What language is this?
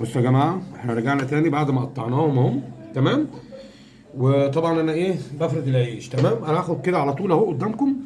Egyptian Arabic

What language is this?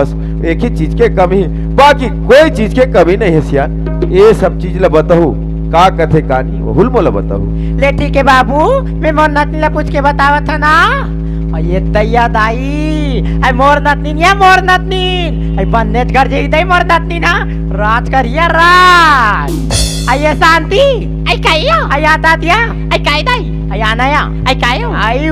Chhattisgarhi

